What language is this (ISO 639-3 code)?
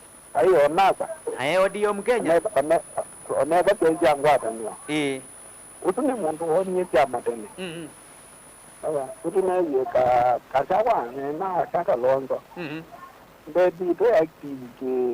kam